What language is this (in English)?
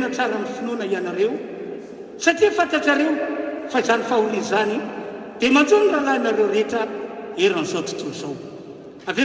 Malagasy